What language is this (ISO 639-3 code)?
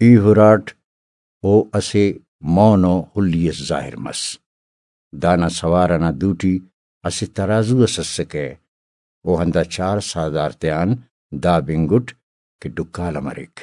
brh